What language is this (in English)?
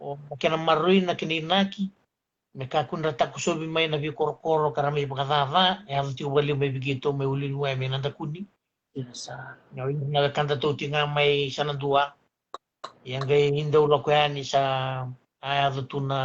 Fijian